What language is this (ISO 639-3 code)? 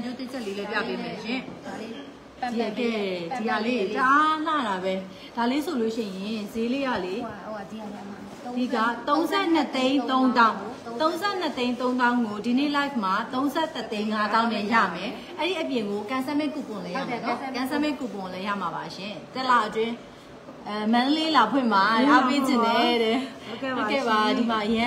mya